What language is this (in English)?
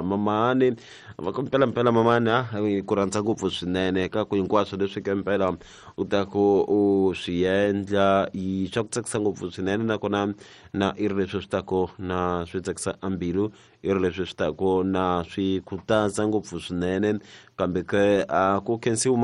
Tsonga